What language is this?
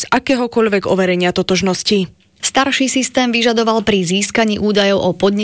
Slovak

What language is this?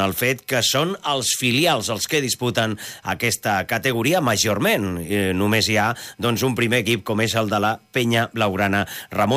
Catalan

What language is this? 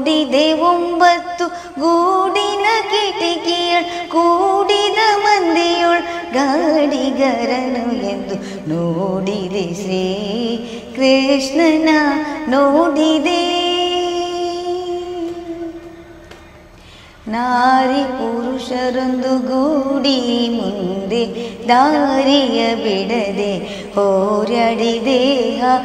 Kannada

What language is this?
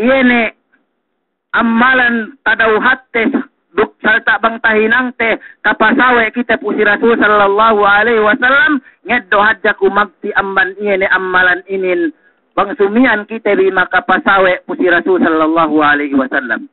Yakan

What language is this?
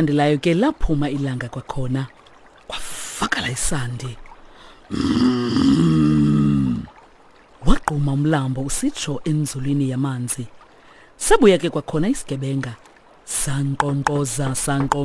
Xhosa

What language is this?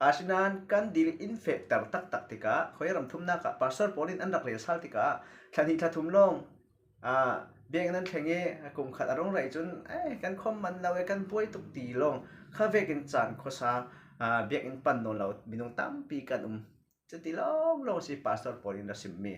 Falam Chin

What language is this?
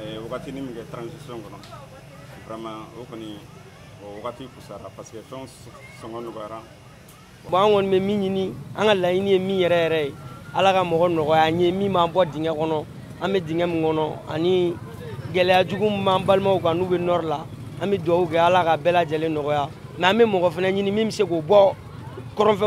Bambara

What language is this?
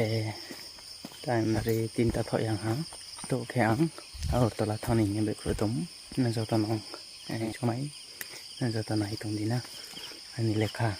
Riang (India)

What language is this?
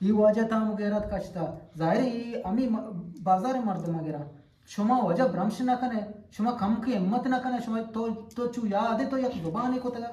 Eastern Balochi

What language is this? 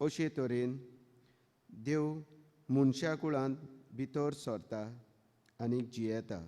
Konkani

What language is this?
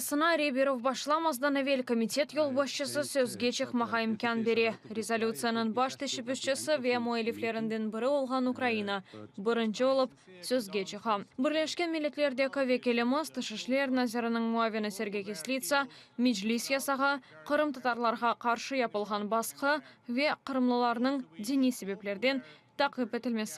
Crimean Tatar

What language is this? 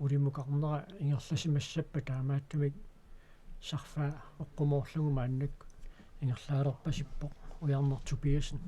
Kalaallisut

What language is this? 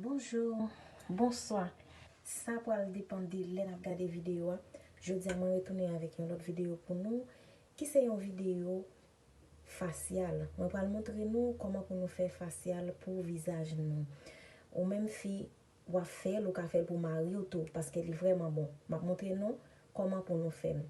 Haitian Creole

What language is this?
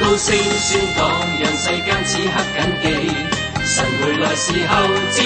Cantonese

